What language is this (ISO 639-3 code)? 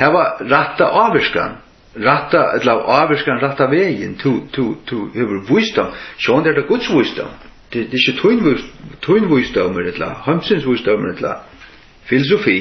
fao